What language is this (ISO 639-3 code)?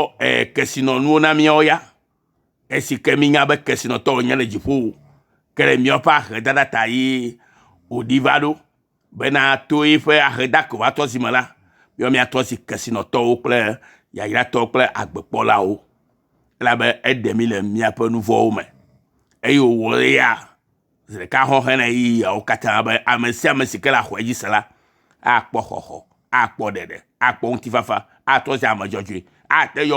ewe